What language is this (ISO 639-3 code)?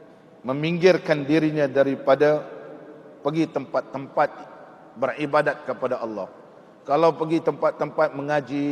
msa